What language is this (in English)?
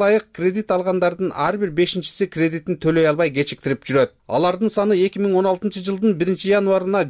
Kyrgyz